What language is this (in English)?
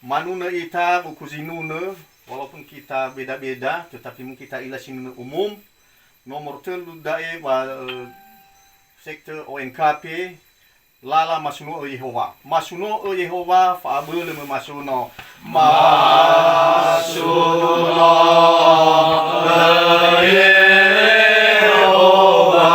Nias